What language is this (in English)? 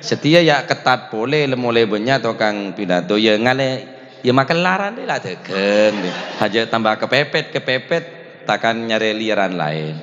Madurese